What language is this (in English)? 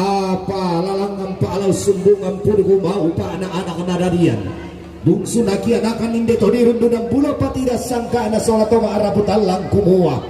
Toraja-Sa'dan